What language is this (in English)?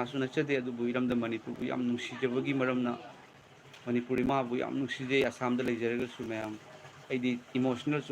Manipuri